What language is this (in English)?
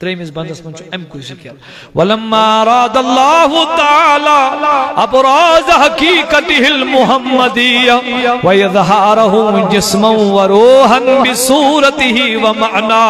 Kashmiri